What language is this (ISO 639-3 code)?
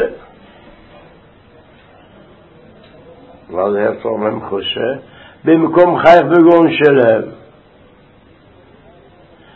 heb